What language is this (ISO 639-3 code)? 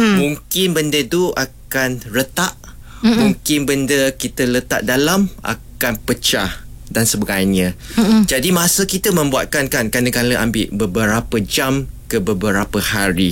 msa